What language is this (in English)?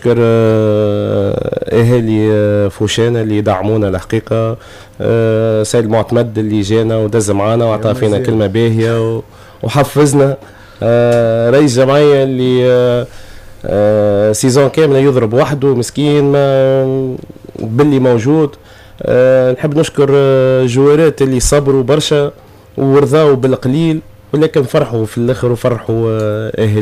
Tunisian Arabic